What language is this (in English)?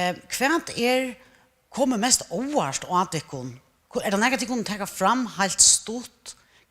Faroese